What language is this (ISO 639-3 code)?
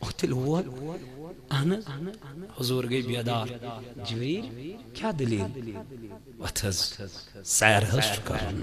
kas